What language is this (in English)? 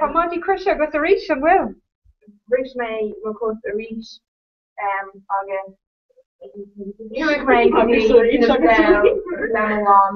Irish